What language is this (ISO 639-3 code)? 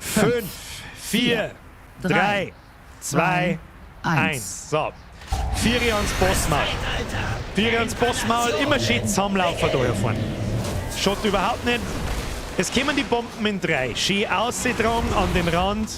bar